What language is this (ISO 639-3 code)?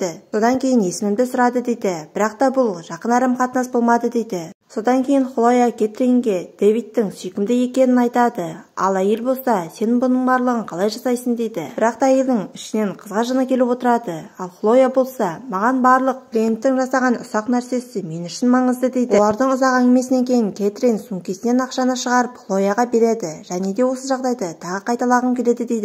kaz